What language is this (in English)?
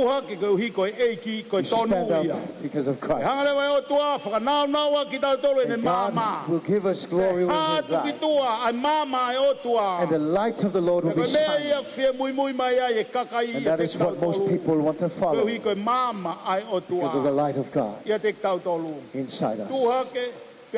Tongan